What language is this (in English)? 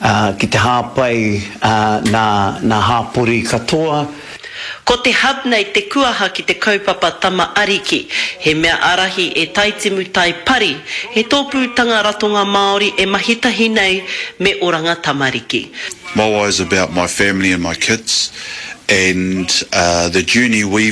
Māori